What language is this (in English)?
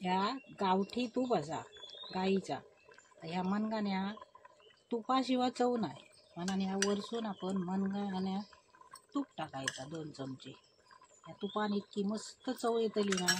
Konkani